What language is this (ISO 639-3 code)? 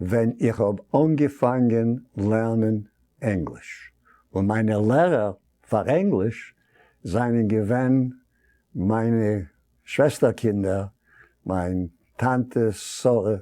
yid